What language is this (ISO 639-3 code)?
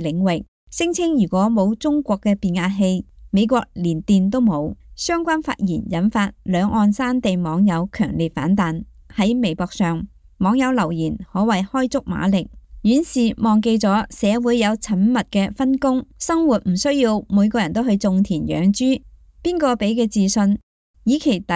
yue